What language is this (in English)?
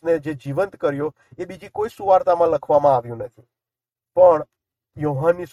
Gujarati